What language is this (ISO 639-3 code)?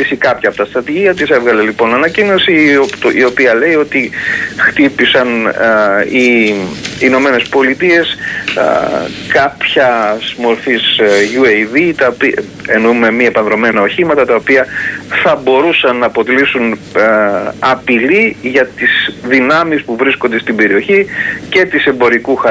ell